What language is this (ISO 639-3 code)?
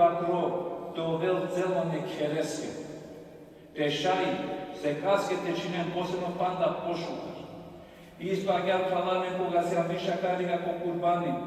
rmn